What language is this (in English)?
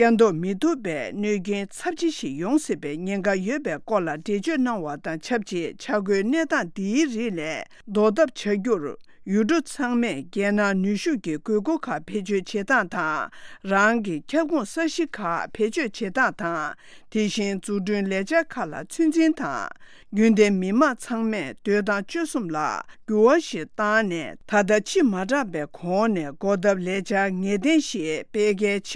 Tibetan